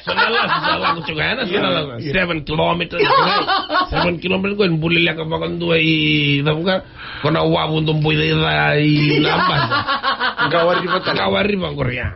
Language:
Fijian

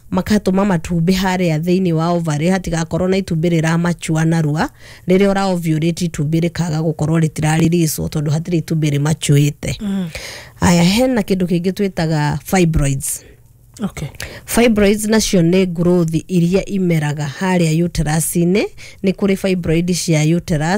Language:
Kikuyu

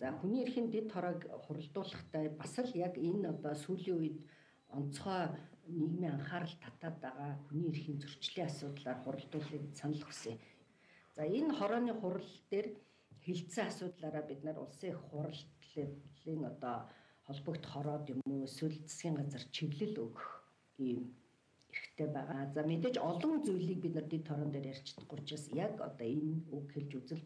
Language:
Mongolian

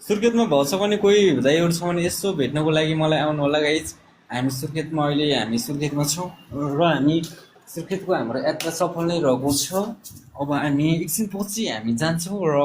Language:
Nepali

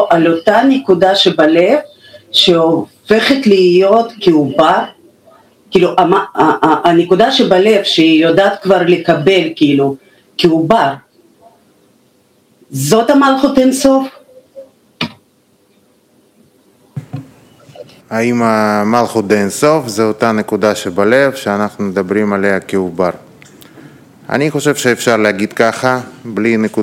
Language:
Hebrew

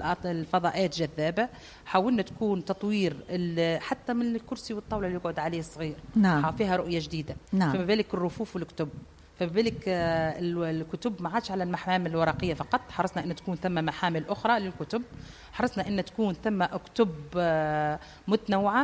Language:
Tunisian Arabic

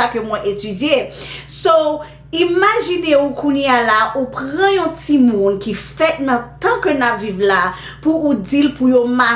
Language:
Haitian Creole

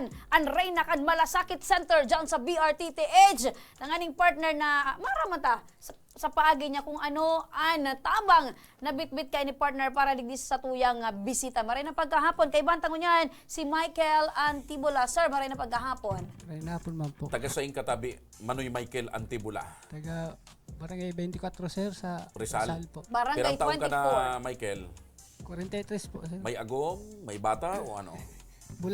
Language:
Bikol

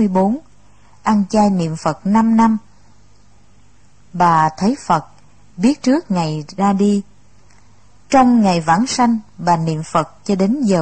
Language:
Vietnamese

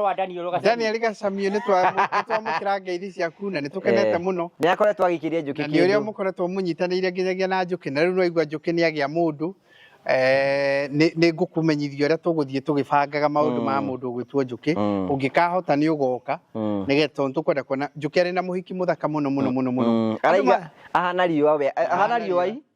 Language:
Kikuyu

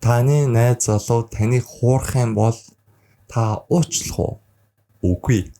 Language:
Mongolian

